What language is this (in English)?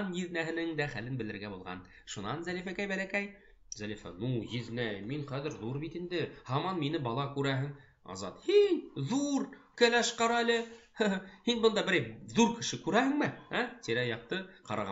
Bashkir